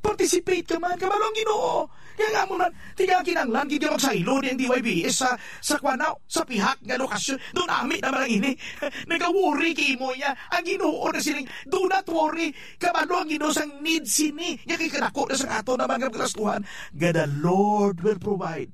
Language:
Hiligaynon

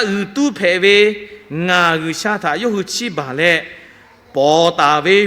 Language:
Lahu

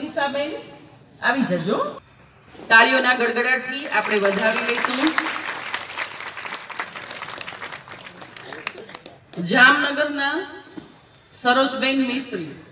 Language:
Gujarati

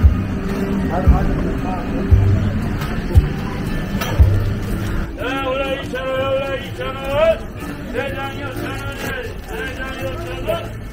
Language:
Korean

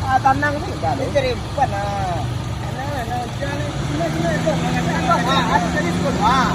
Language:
Minangkabau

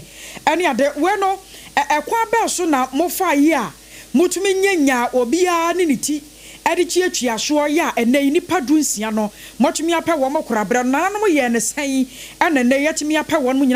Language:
Akan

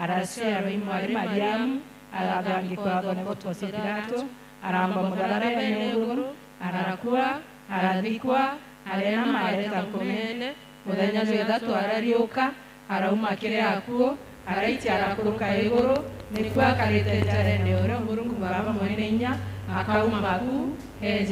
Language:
Meru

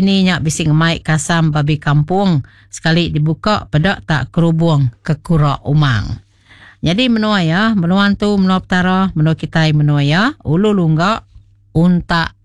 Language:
Iban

